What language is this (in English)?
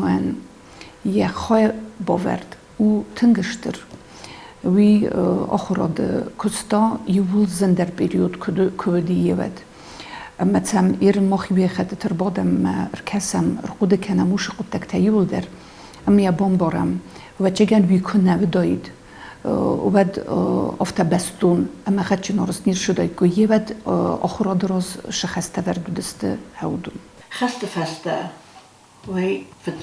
Ossetic